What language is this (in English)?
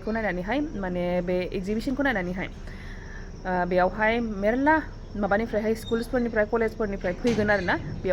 Bodo